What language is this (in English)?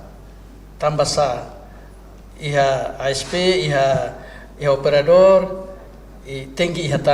Tetum